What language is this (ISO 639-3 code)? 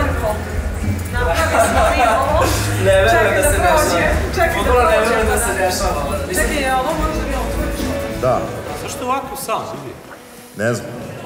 srp